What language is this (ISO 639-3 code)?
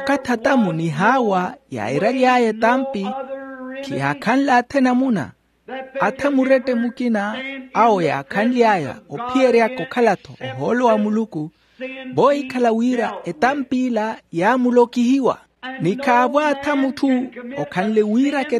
vmw